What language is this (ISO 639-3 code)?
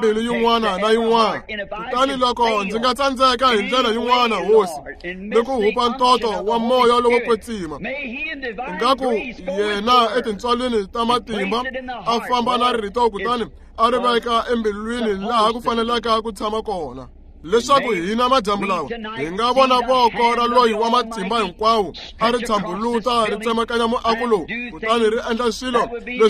tso